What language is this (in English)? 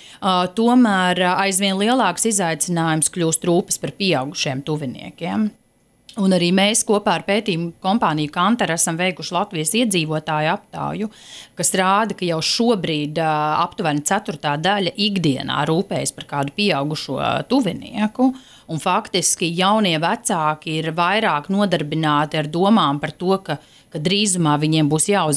Latvian